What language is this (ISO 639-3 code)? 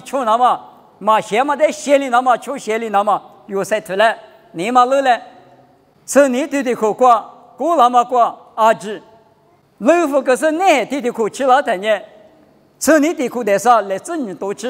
lis